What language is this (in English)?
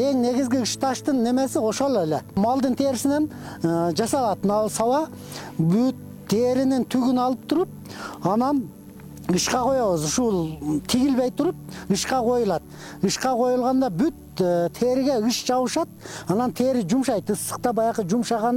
Kyrgyz